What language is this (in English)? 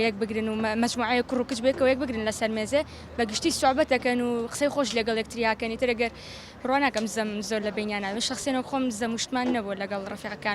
Central Kurdish